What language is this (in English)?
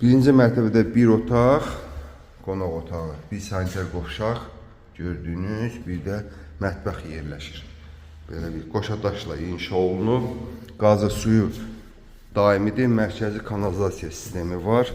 Azerbaijani